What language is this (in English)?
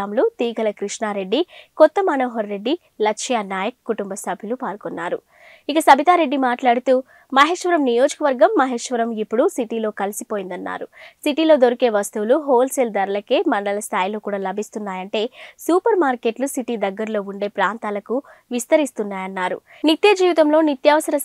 Telugu